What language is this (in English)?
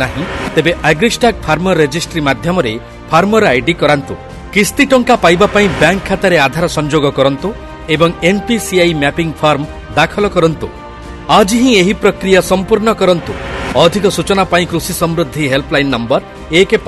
Odia